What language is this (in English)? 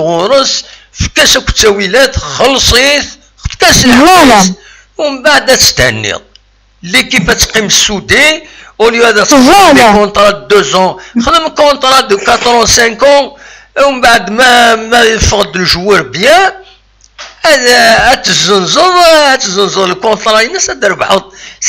Kabyle